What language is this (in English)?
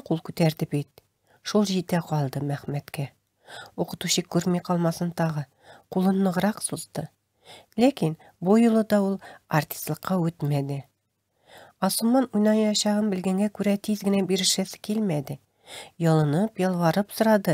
Tatar